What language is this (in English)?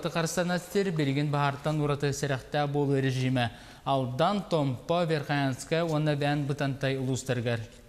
Yakut